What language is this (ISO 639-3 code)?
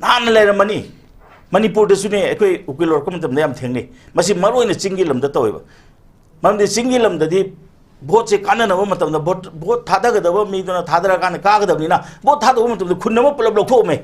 mni